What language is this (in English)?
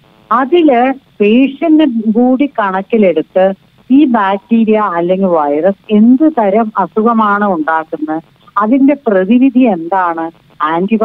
Malayalam